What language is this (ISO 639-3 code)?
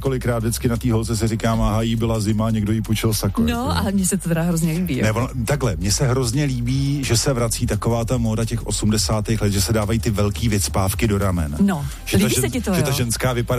ces